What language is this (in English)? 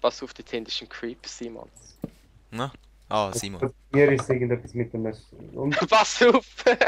Swiss German